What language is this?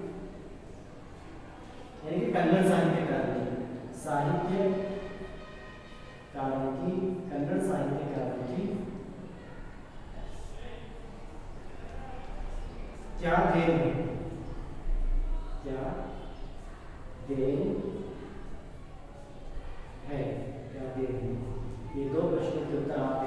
Hindi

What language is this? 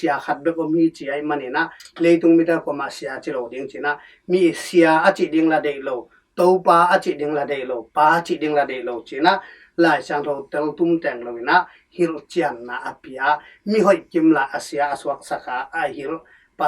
Tedim Chin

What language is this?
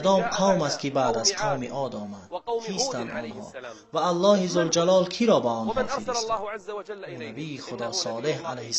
Tajik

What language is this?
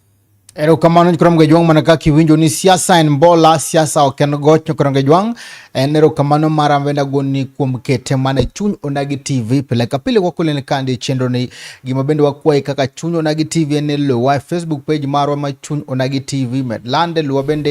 Luo (Kenya and Tanzania)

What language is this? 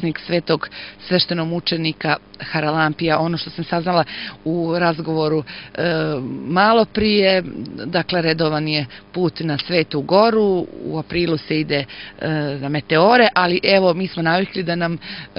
Serbian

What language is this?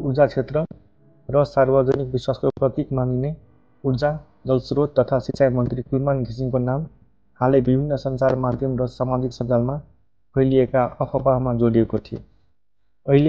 Nepali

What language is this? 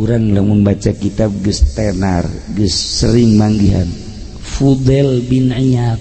Sundanese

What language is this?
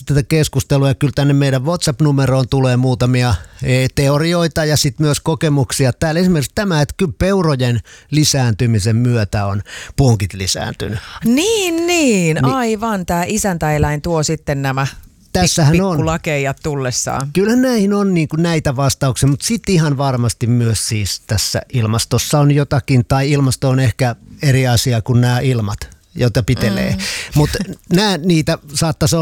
Finnish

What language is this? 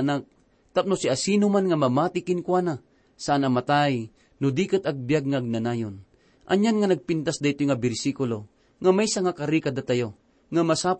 Iloko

